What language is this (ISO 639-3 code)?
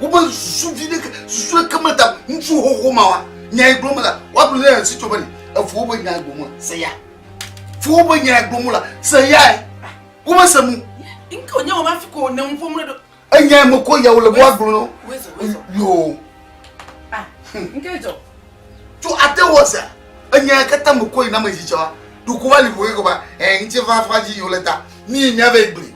ewe